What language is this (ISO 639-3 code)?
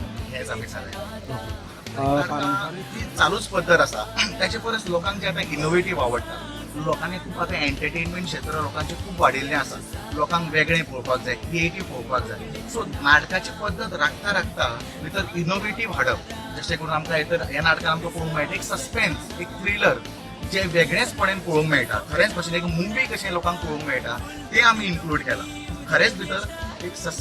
kok